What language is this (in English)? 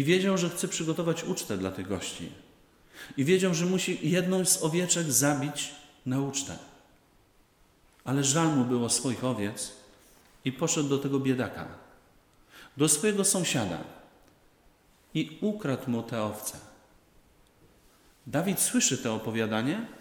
Polish